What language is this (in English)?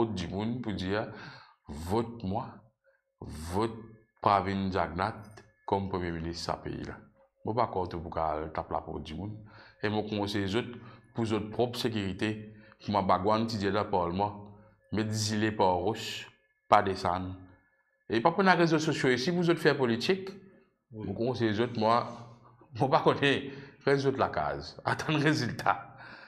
Morisyen